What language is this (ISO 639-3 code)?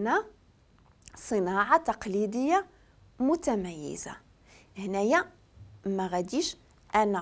ary